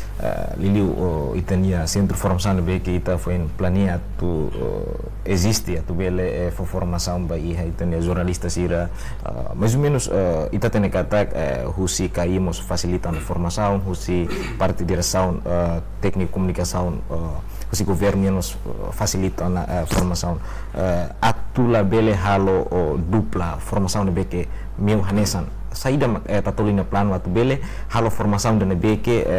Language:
Tetum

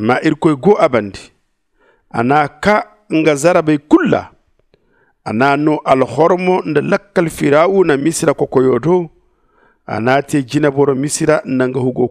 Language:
Zarma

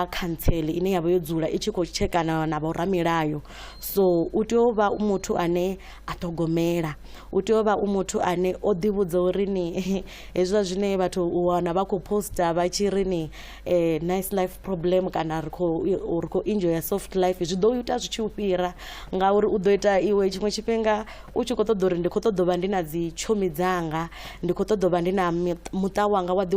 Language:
Venda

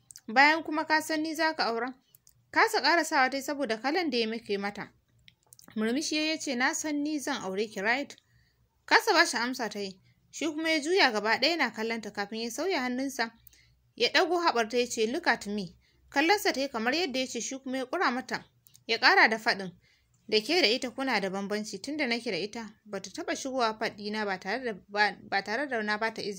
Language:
Hausa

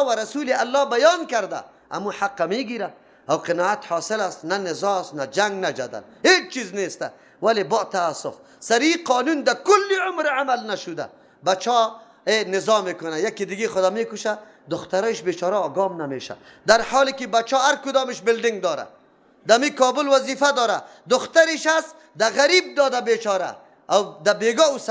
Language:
Persian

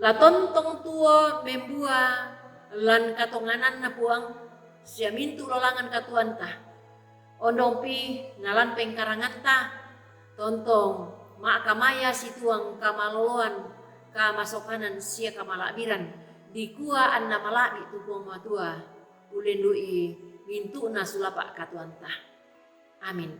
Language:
Toraja-Sa'dan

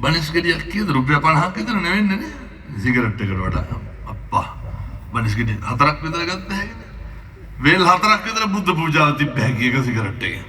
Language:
Sinhala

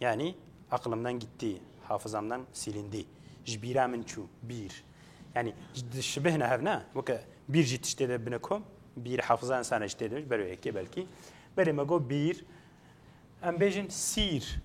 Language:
Kurdish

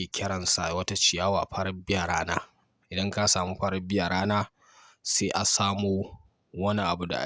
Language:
Hausa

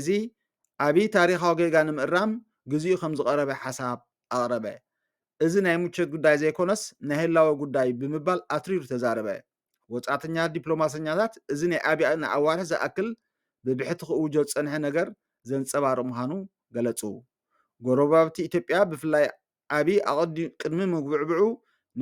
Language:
Tigrinya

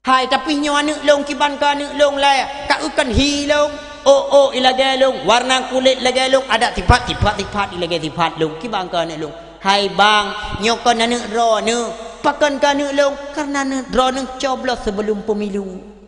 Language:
Achinese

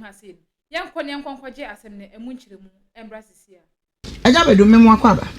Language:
Akan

